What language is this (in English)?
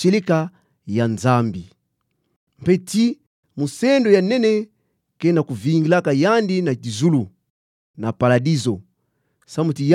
Kituba (Democratic Republic of Congo)